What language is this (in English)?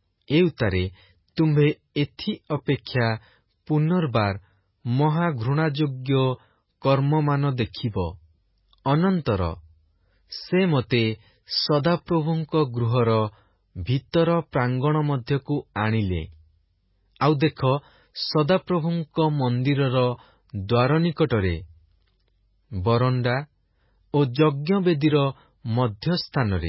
Odia